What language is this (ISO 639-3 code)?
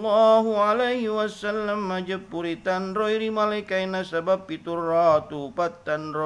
bug